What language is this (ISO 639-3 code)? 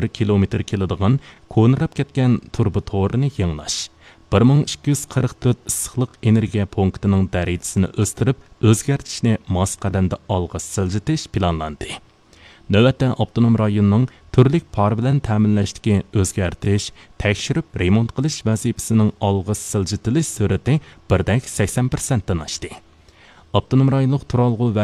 uig